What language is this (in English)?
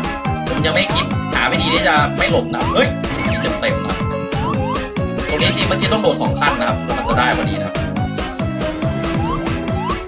Thai